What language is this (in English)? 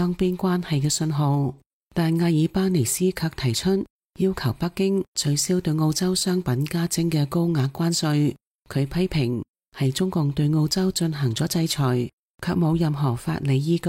Cantonese